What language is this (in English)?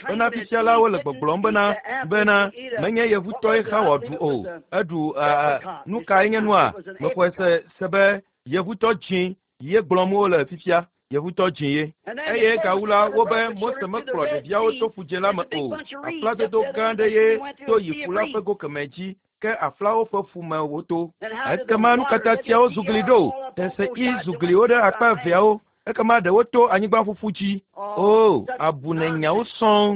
Ewe